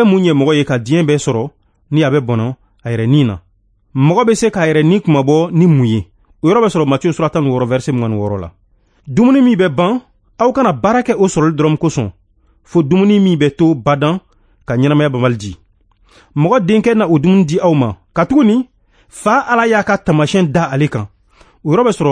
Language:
Bambara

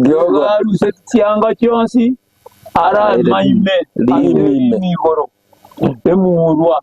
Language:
Gusii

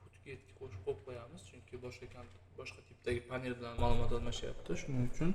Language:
Uzbek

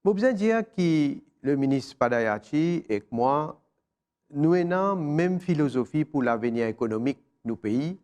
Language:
Morisyen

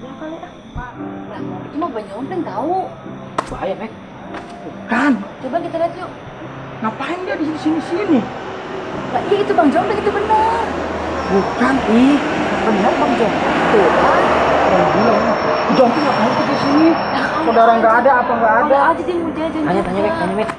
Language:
Betawi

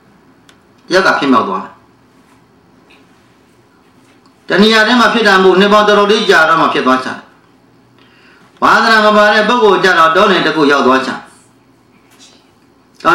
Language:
Burmese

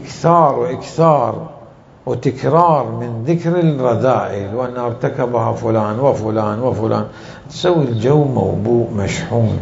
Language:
Mesopotamian Arabic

